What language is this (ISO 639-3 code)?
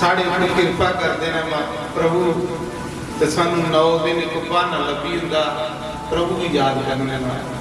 doi